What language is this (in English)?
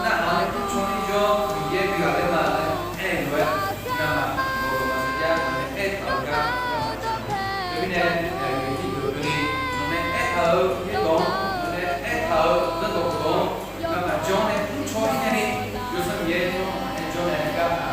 Akha